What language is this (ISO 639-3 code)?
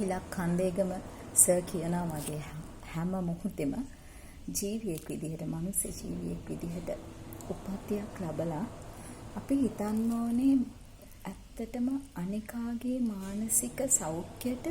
sin